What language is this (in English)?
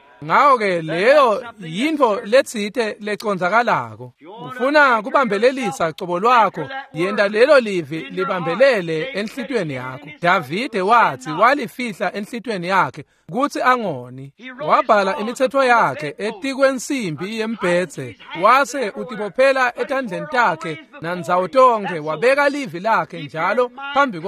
Swati